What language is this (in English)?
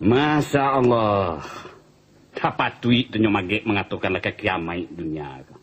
Minangkabau